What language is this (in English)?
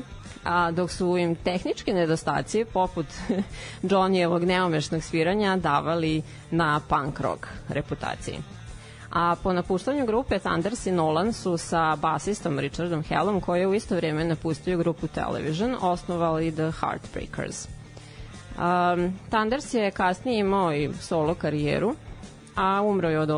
Serbian